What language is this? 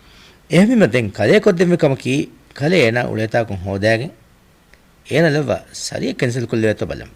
Divehi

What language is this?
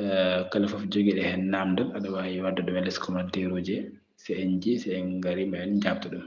Fula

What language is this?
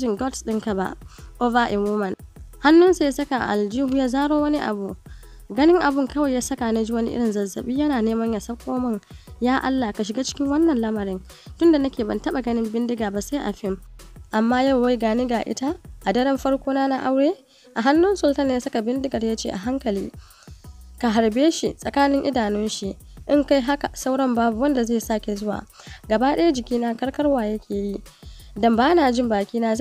Hausa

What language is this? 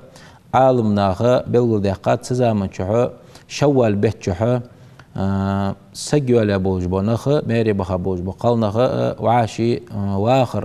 Ingush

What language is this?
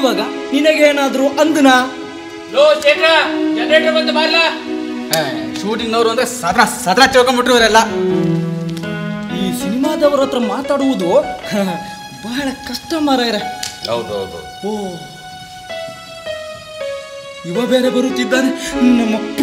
Kannada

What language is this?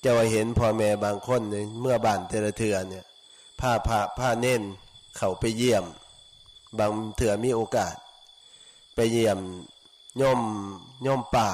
Lao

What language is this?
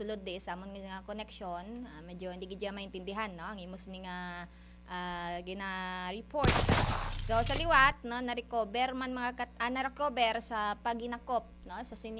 Hiligaynon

